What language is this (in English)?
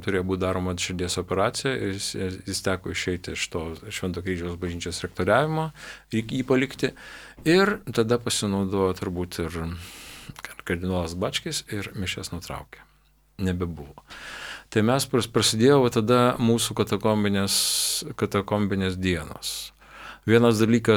Lithuanian